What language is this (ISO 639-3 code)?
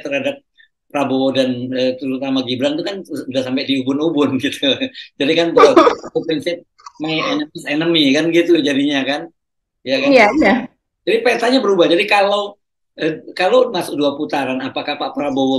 ind